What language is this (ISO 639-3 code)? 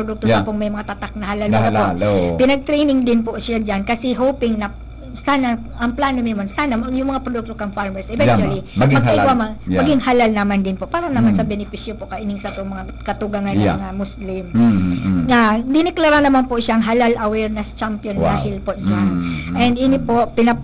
bik